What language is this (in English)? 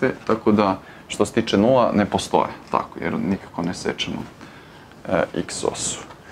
Serbian